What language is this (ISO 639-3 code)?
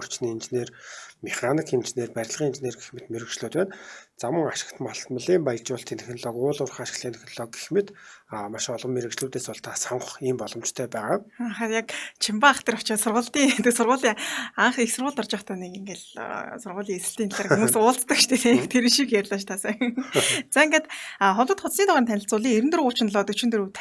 mon